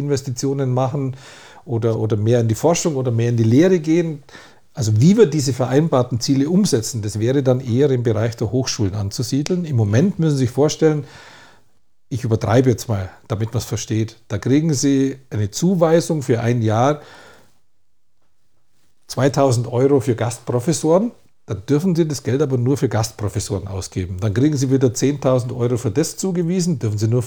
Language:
German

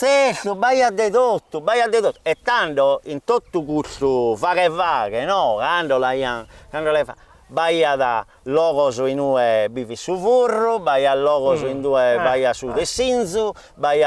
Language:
Sardinian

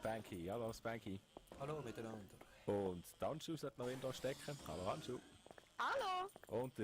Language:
Swiss German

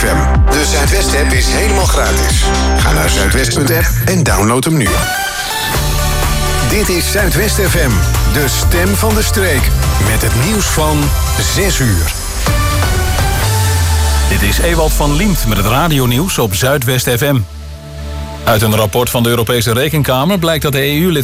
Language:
Dutch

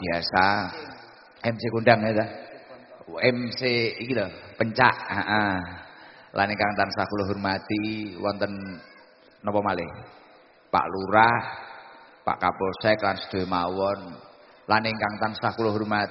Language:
Javanese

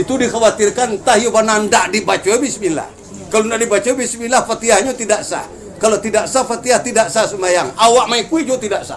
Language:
Minangkabau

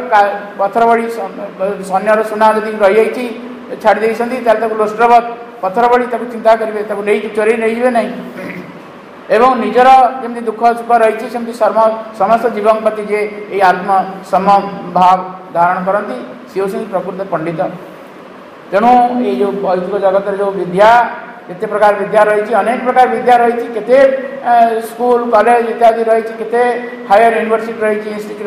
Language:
Odia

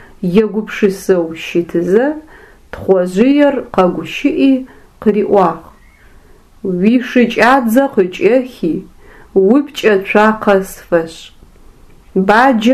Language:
Adyghe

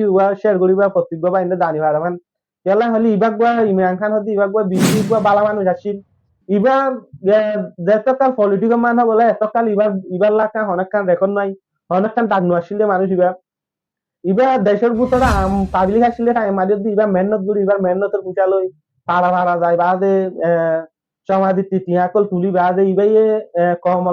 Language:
Rohingya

